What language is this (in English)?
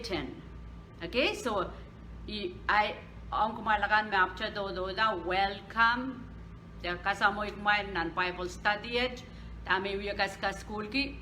Pohnpeian